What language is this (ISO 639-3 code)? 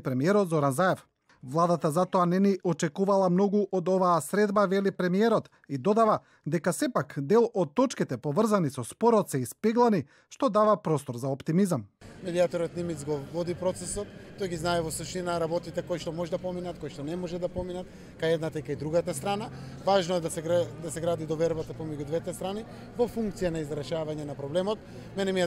mkd